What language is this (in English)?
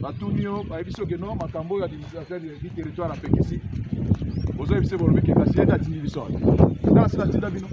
Lingala